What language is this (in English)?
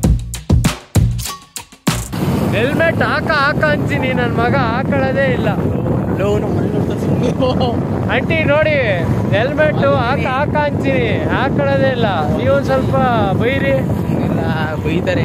Kannada